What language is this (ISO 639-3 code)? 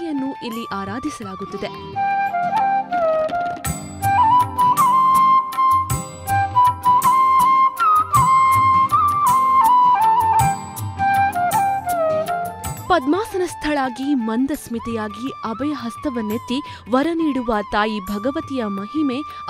kan